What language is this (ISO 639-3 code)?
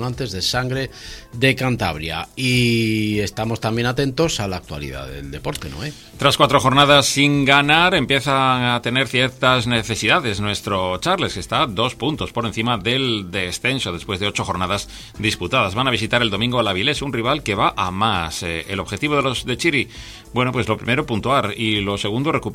spa